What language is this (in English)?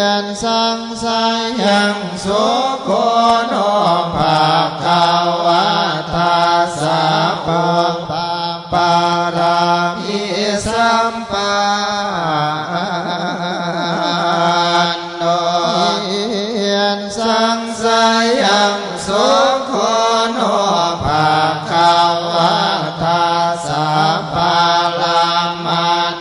Pali